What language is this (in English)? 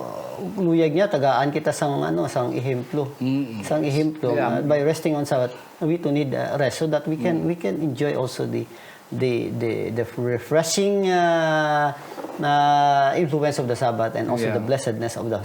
Hiligaynon